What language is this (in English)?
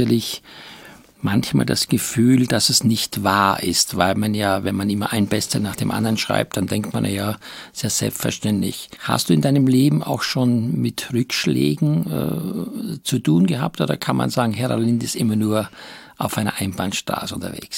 German